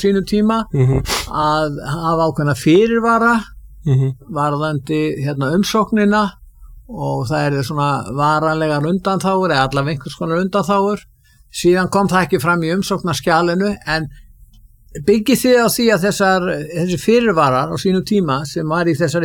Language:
Icelandic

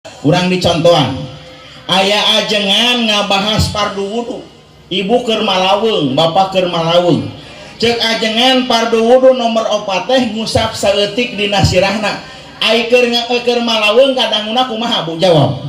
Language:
Sundanese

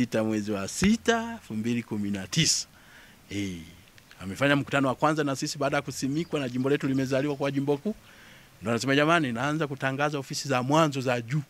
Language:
Swahili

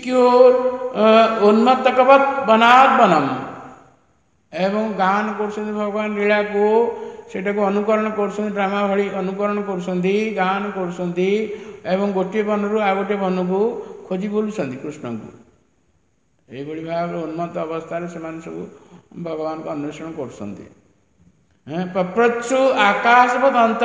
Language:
Odia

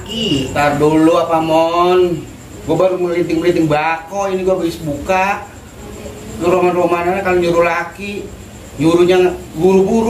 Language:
Betawi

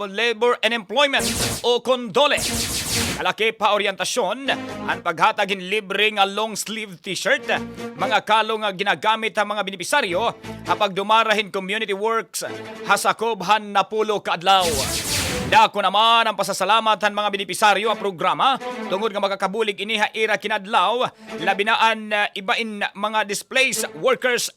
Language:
Waray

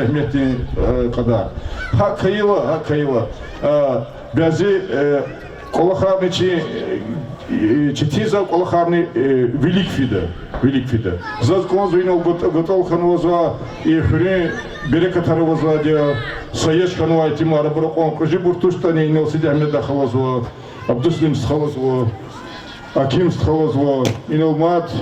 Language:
Lezghian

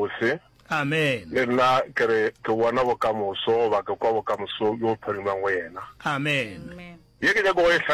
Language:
Northern Sotho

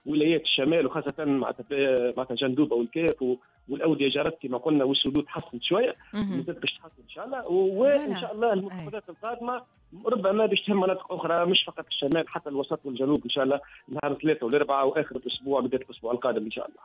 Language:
Tunisian Arabic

